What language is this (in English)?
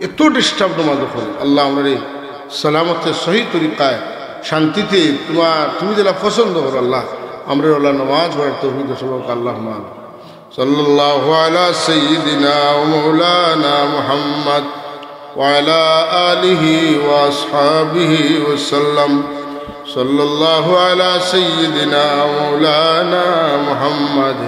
Sylheti